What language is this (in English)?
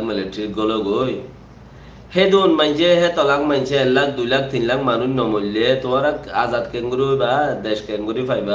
Rohingya